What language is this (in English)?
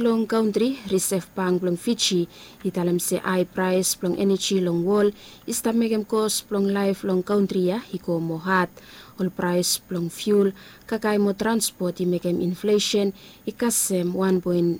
Bislama